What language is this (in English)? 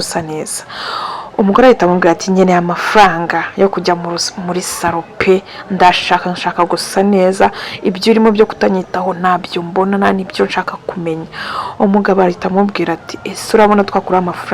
Kinyarwanda